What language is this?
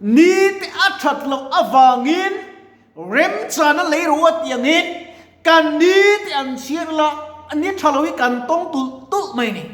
Mizo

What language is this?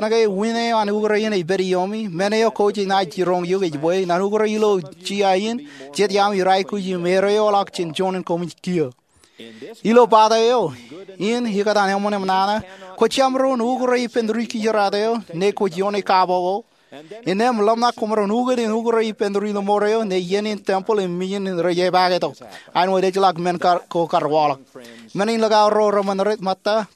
Marshallese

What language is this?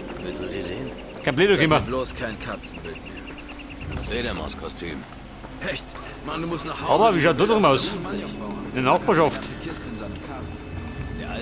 Bavarian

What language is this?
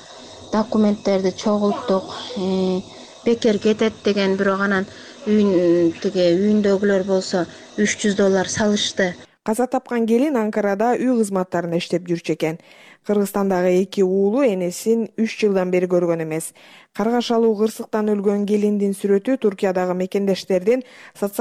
Kyrgyz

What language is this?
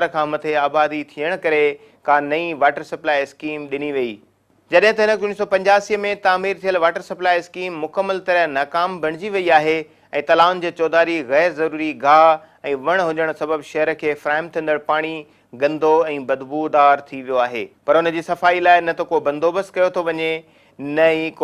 Sindhi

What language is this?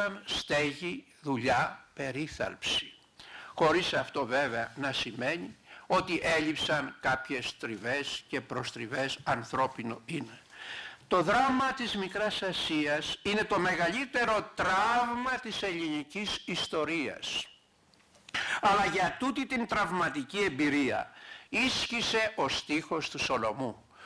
Greek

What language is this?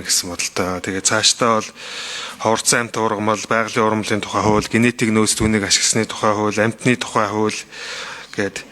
Mongolian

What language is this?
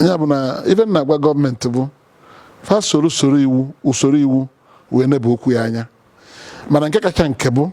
Igbo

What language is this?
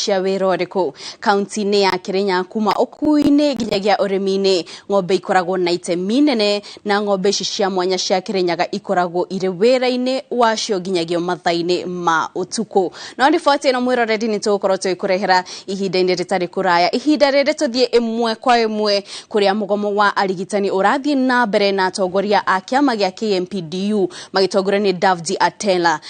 Kikuyu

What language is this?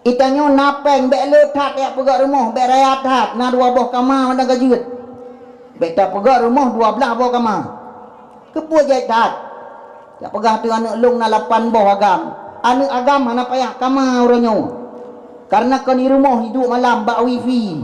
Achinese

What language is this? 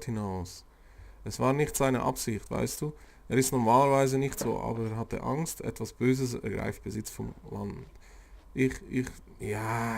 Swiss German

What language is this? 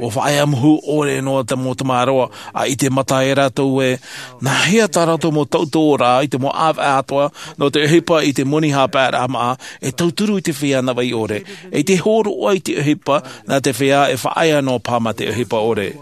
Tahitian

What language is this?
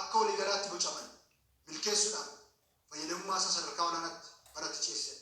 Oromo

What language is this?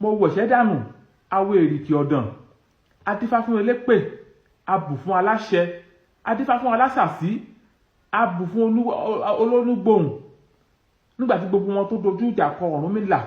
Yoruba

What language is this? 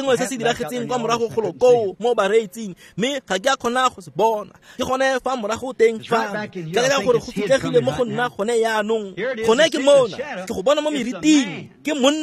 Tswana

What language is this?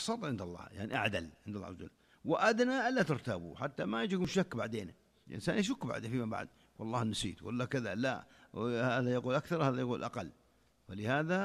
Najdi Arabic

